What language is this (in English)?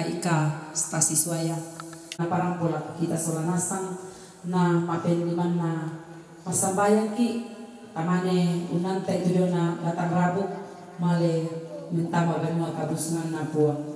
Toraja-Sa'dan